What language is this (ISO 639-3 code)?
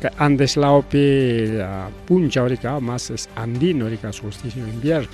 quy